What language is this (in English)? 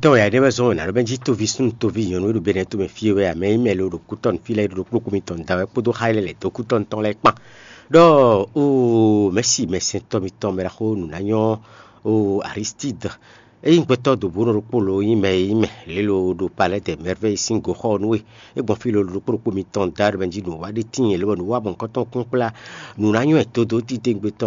Fon